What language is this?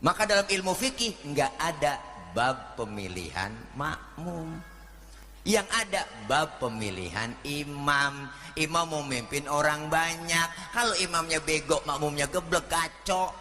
Betawi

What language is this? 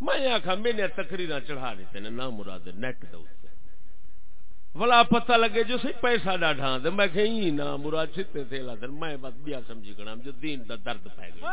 Saraiki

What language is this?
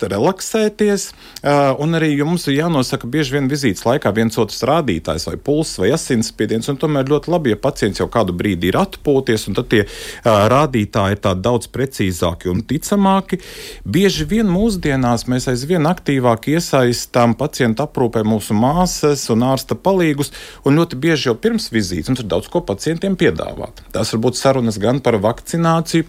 Latvian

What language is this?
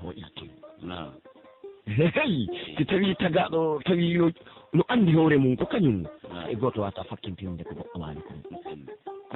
Pular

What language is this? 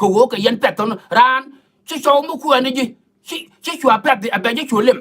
Nuer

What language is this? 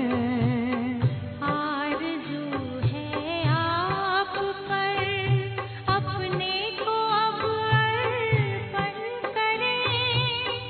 Hindi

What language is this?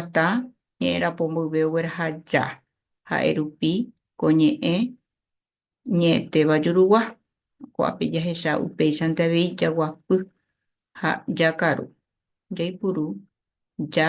Guarani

